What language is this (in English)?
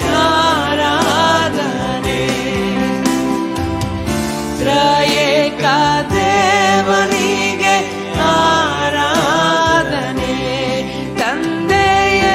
Kannada